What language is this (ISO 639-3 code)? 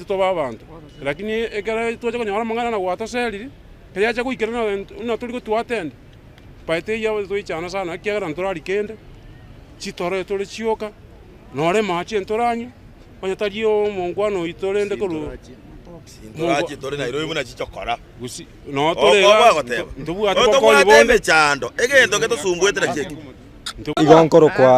guz